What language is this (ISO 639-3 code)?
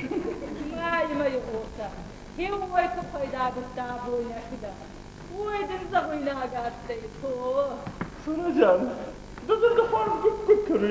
oss